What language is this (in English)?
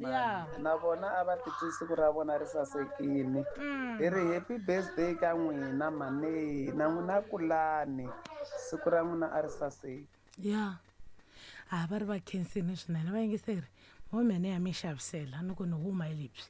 Tsonga